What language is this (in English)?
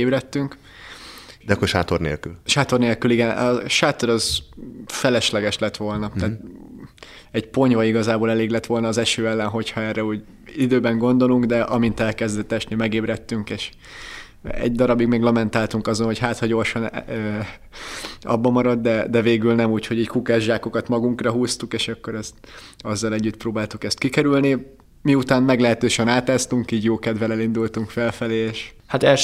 Hungarian